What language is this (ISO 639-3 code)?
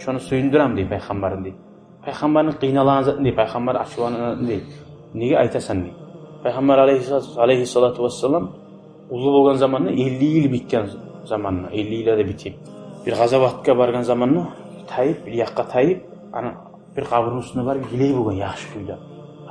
kum